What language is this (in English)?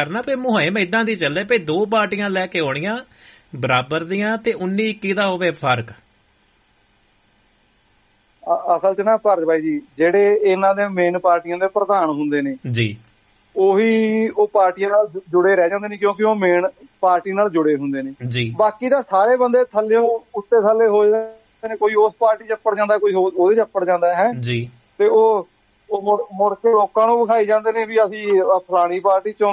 Punjabi